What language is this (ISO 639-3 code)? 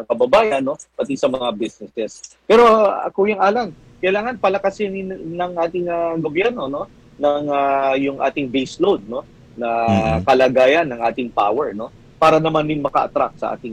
fil